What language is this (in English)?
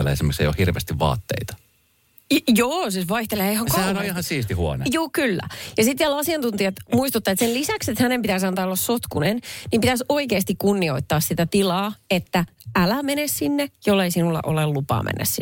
Finnish